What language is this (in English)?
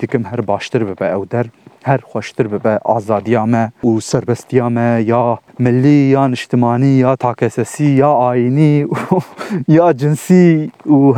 Kurdish